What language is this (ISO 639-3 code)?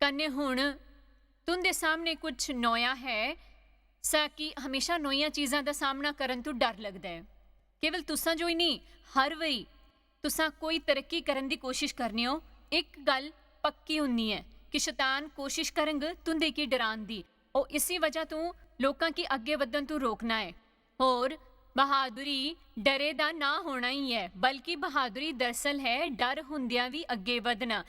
doi